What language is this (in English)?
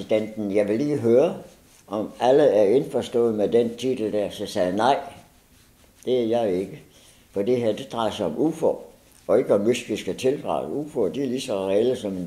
Danish